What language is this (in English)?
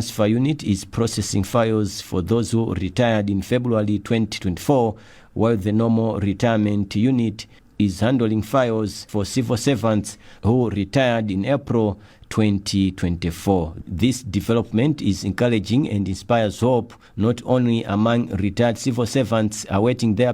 English